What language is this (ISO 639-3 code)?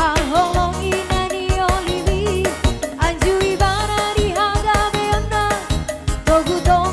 bbc